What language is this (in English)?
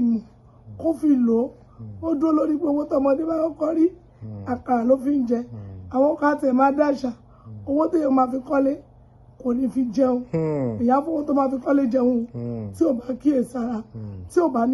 Yoruba